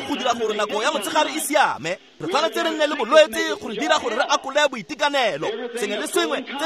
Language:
Tswana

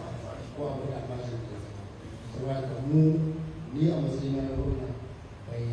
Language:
Hausa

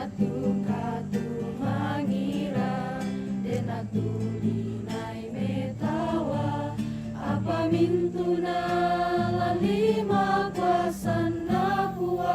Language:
Toraja-Sa'dan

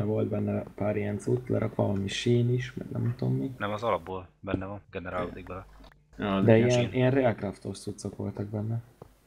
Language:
Hungarian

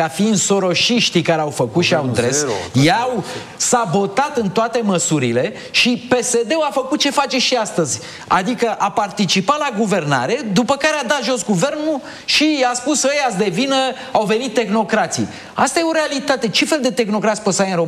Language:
Romanian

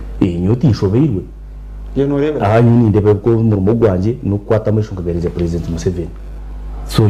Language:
Nyankole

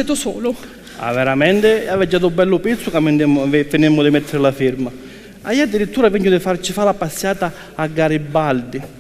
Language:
Sicilian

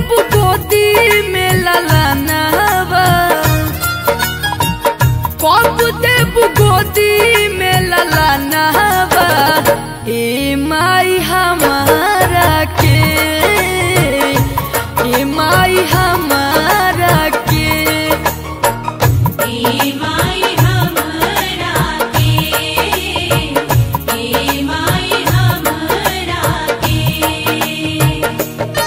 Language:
Bhojpuri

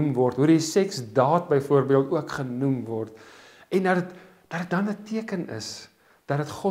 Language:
Afrikaans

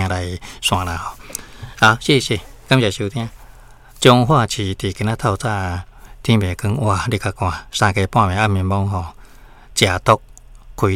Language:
Min Nan Chinese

